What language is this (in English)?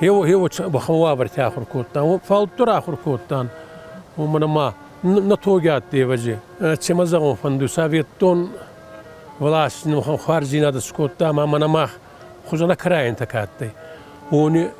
Ossetic